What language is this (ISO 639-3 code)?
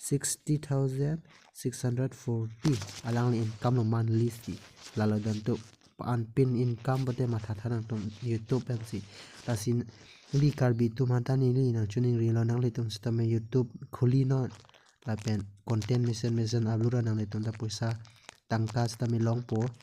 mjw